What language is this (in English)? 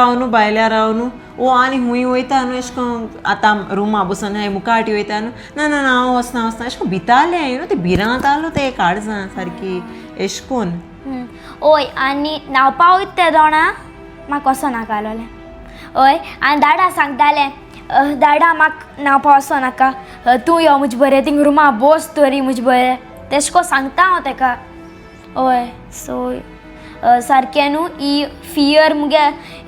Konkani